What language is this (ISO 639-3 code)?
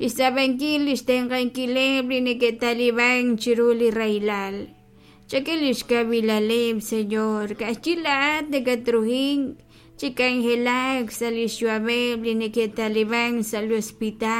kek